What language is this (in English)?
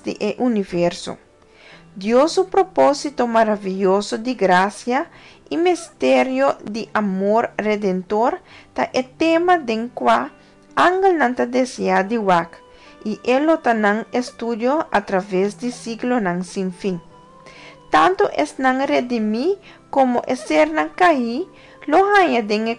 Papiamento